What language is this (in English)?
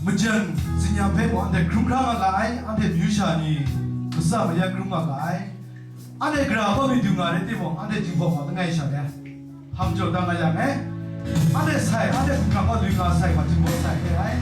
Kachin